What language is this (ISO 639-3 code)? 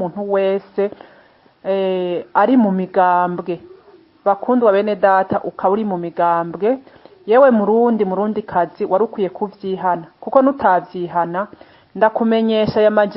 run